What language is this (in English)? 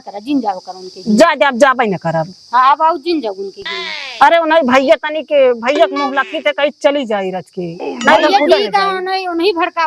Awadhi